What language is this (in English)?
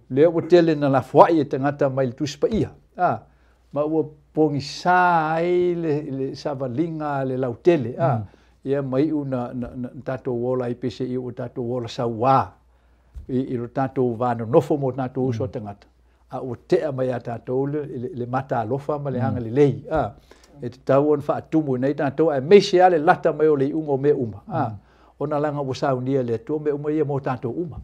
Samoan